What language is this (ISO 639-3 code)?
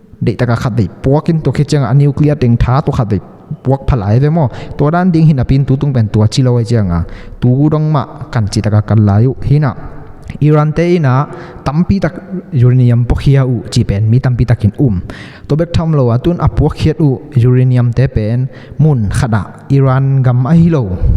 ctd